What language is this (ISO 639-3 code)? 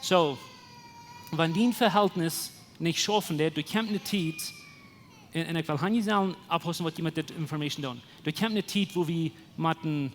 pdt